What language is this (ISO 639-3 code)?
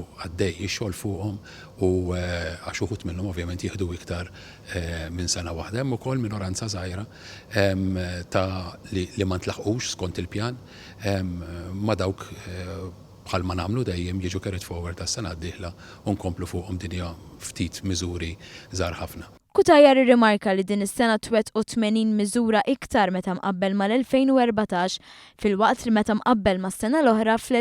mlt